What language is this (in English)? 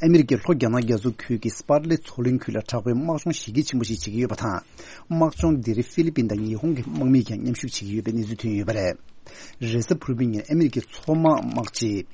Tibetan